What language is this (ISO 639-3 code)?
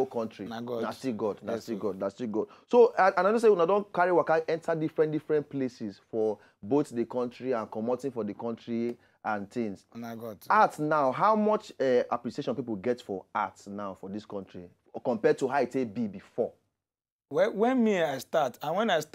pcm